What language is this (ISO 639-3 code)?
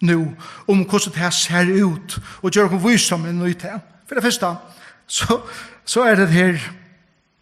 fao